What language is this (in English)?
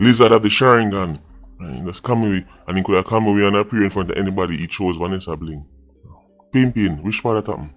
Jamaican Creole English